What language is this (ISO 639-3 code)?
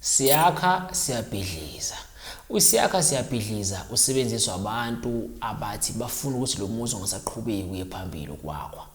zul